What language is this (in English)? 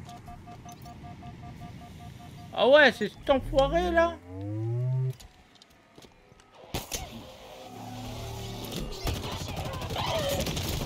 French